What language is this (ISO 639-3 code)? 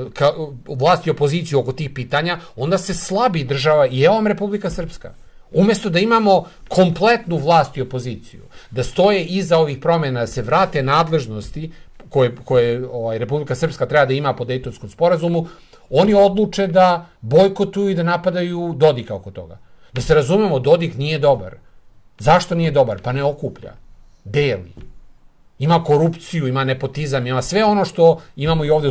srp